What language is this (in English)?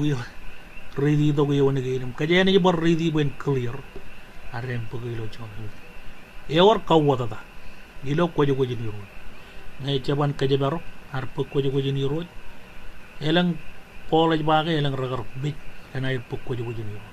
Marshallese